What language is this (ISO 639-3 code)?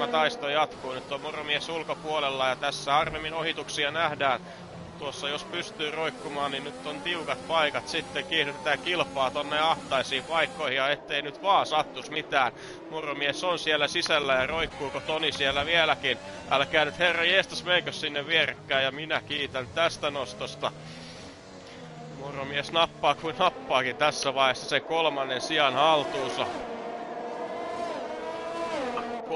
fin